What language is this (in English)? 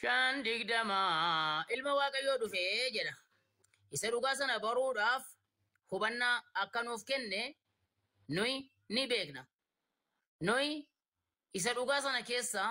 Oromo